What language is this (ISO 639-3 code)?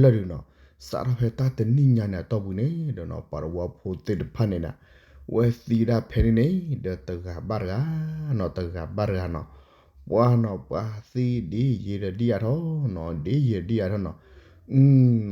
ksw